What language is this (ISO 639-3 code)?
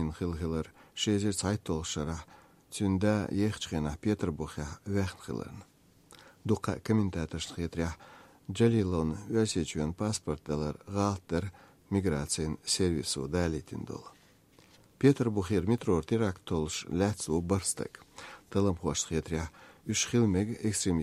che